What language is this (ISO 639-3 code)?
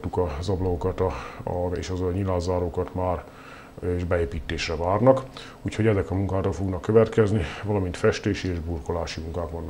hun